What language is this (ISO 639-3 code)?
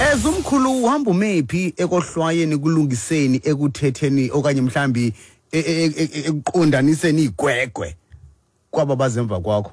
xho